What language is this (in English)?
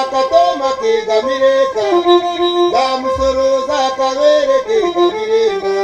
Nyankole